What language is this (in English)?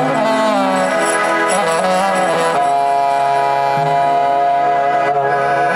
Greek